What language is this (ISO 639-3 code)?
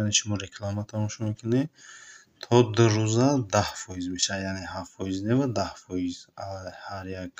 tgk